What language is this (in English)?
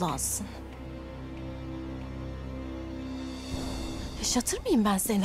Turkish